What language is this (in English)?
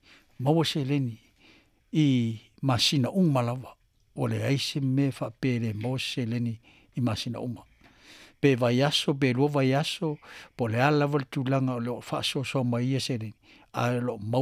Samoan